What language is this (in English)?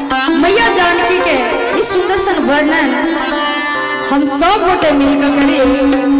Maithili